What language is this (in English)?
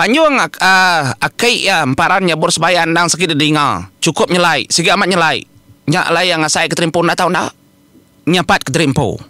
Iban